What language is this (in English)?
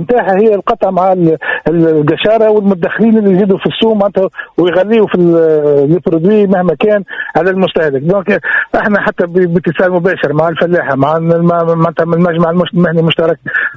Tunisian Arabic